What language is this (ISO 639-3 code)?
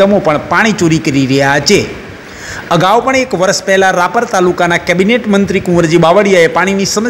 guj